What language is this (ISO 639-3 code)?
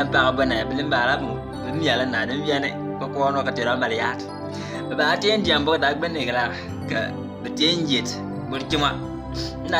bim